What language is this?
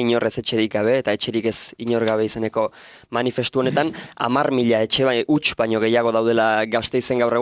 Basque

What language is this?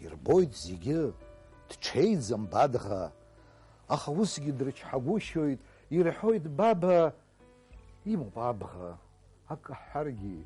Abkhazian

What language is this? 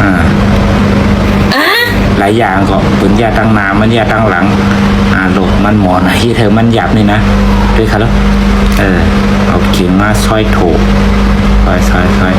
Shan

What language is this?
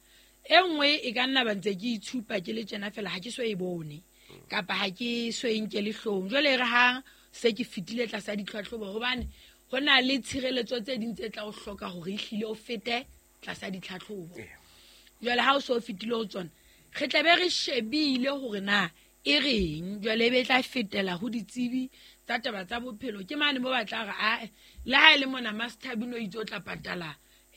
Southern Sotho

